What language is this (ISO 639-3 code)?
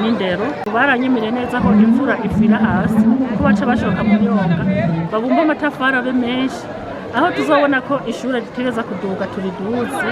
run